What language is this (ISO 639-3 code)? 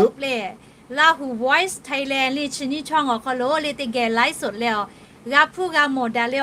lhu